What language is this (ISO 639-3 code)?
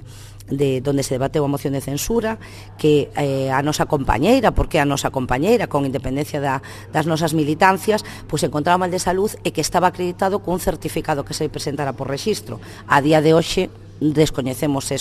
glg